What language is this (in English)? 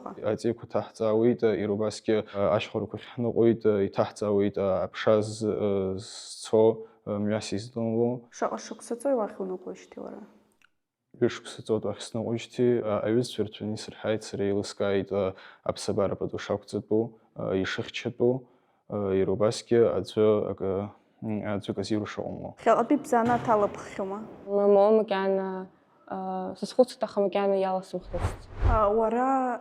Abkhazian